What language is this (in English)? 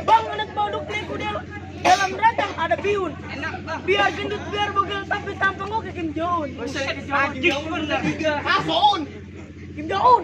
Betawi